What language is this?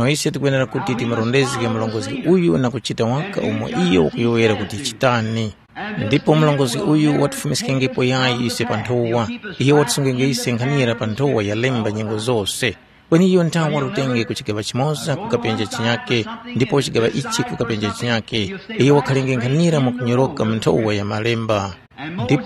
Tumbuka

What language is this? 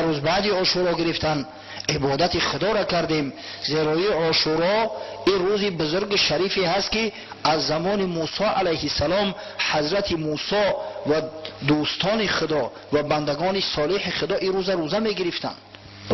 Tajik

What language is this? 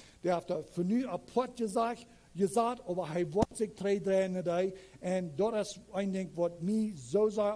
Plautdietsch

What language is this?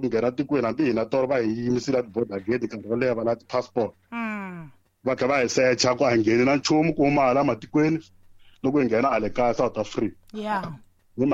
Tsonga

